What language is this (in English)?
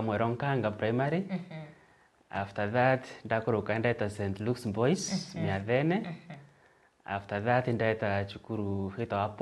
Meru